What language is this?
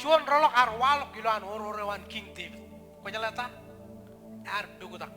Marshallese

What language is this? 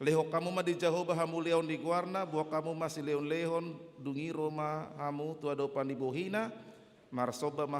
Batak Toba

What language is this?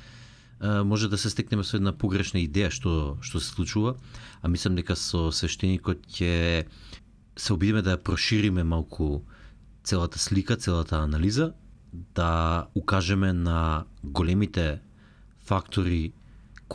Macedonian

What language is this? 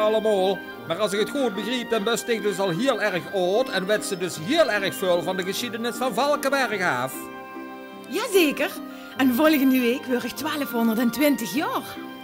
Limburgish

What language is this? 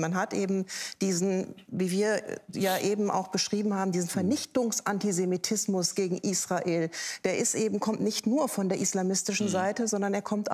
German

